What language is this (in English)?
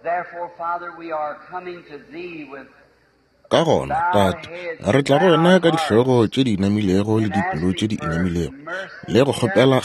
Northern Sotho